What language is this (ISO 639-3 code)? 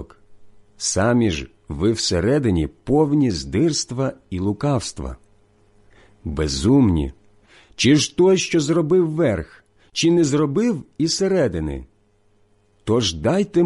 ukr